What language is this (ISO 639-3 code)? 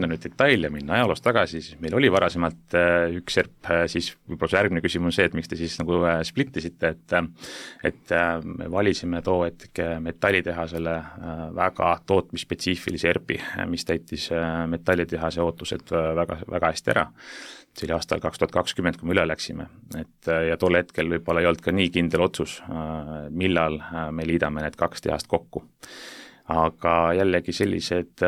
est